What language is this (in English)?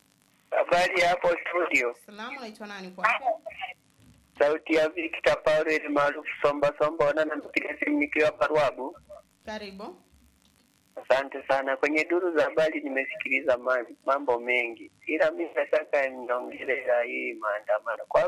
Swahili